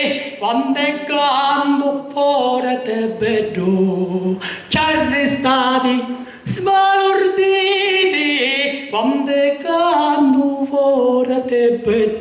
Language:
Sicilian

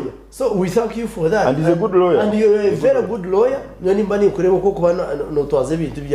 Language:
Nyankole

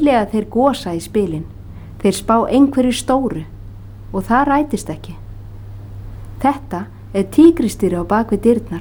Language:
Icelandic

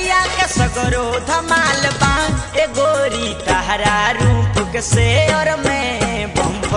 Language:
Bhojpuri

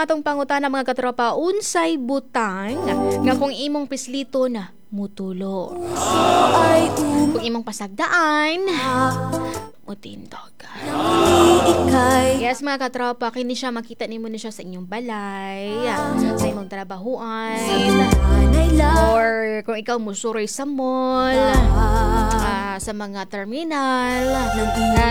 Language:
Cebuano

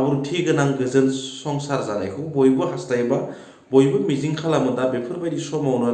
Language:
Bodo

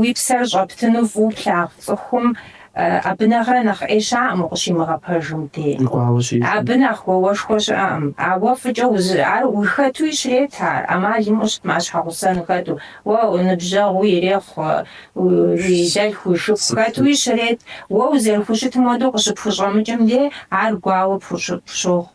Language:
Kabardian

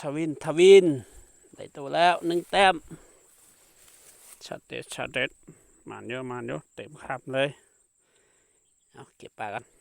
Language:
Lao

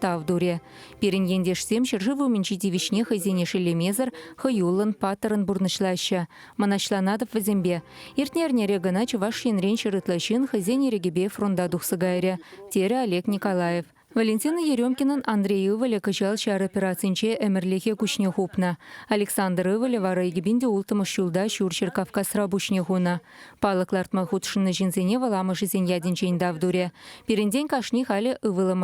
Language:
Chuvash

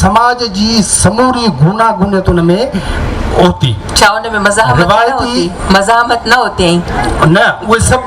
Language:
Sindhi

